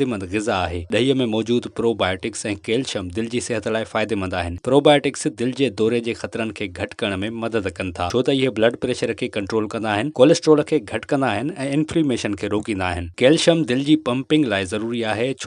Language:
Sindhi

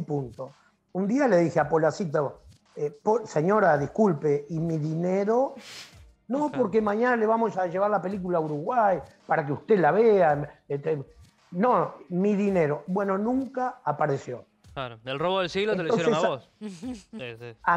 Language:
Spanish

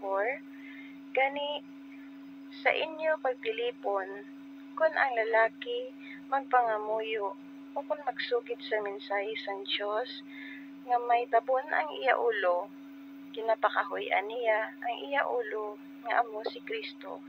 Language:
Hiligaynon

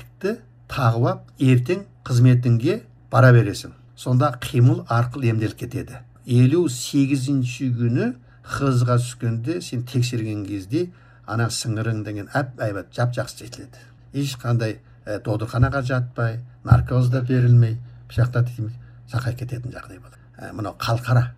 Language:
Kazakh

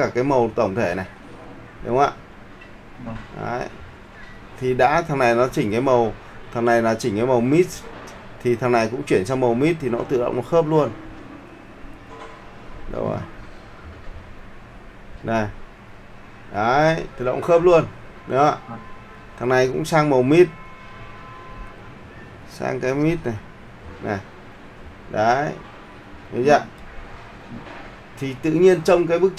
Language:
Vietnamese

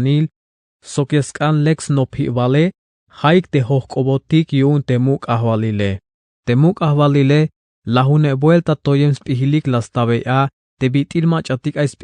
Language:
Tzeltal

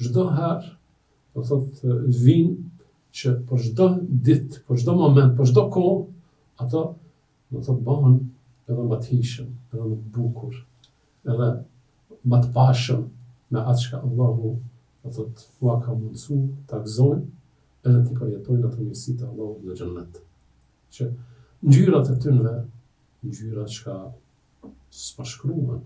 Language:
Albanian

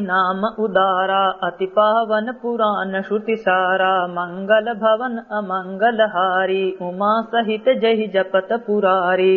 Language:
Awadhi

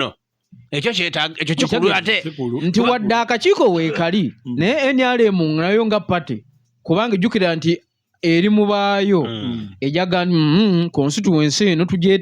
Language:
Ganda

